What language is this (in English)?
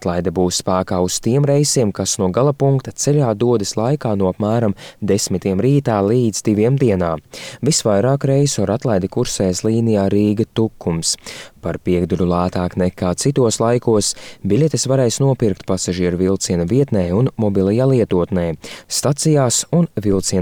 Latvian